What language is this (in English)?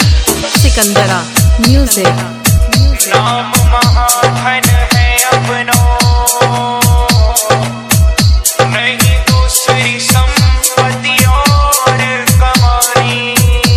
Hindi